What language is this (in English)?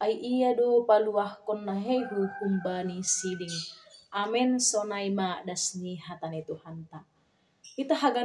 Batak Simalungun